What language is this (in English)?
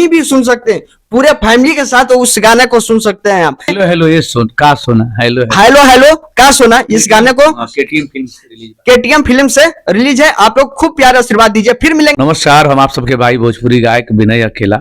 Bhojpuri